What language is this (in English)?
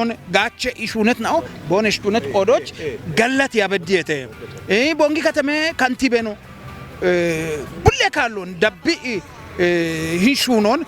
Kafa